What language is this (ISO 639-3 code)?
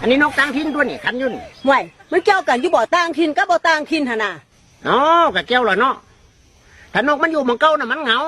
lao